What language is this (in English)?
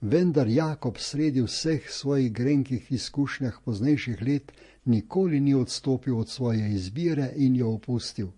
Slovenian